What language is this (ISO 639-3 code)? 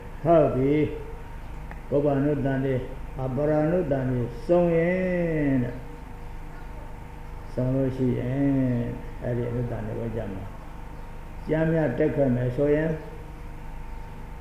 mya